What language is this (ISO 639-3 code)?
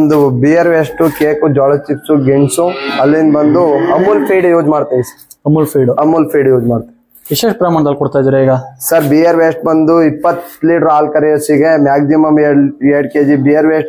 kan